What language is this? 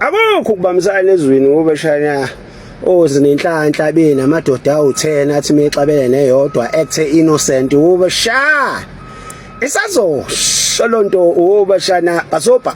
Zulu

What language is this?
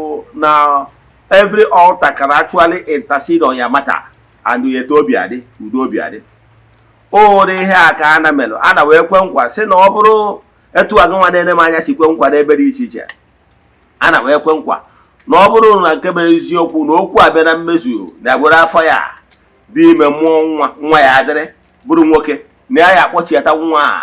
Igbo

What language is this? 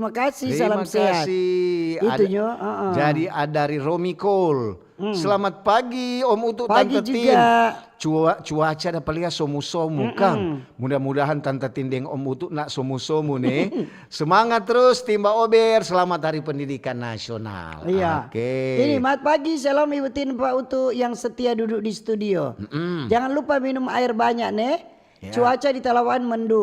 Manado Malay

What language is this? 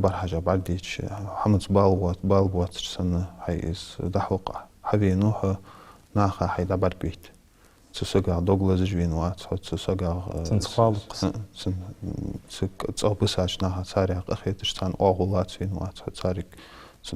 Ingush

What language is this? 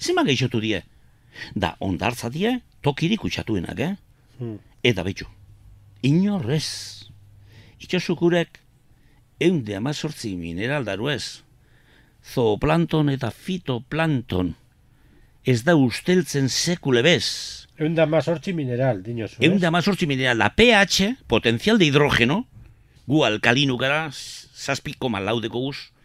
Basque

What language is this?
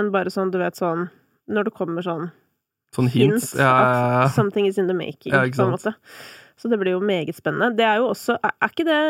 Norwegian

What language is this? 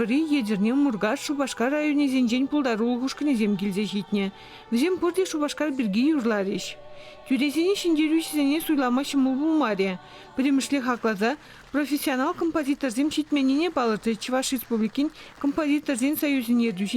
Chuvash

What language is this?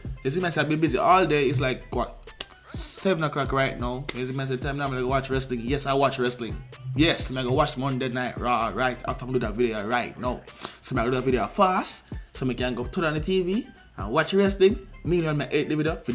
Jamaican Creole English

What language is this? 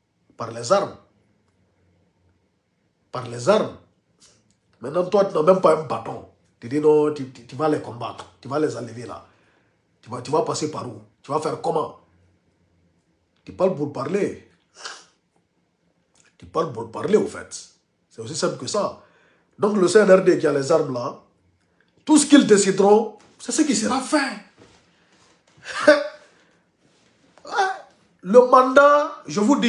French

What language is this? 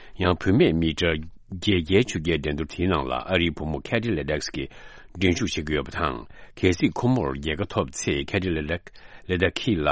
Tibetan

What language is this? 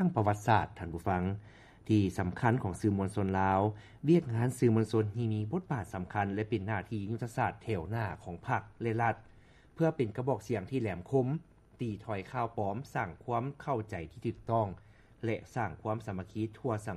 Lao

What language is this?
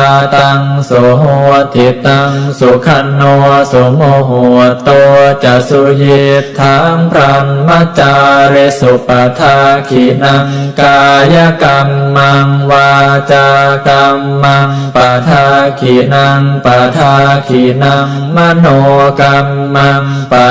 Pali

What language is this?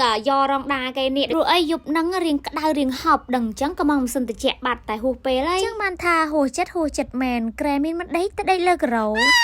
Khmer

